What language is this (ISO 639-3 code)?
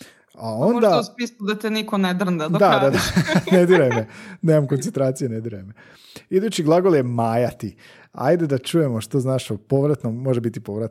hrv